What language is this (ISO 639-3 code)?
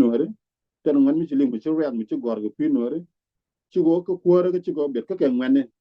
nus